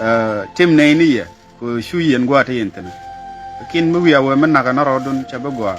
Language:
Nuer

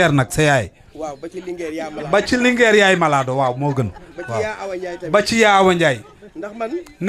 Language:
Wolof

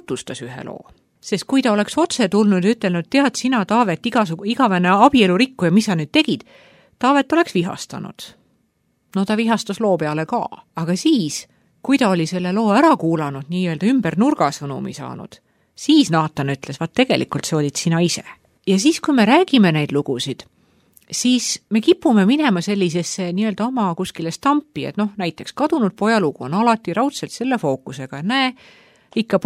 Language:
Estonian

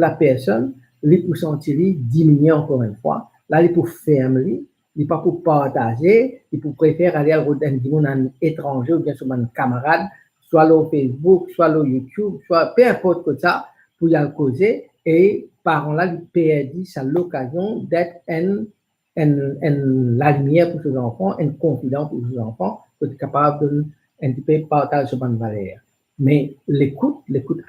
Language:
Morisyen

